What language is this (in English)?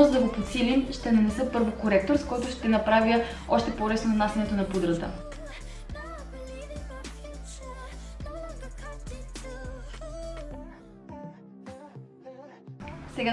Bulgarian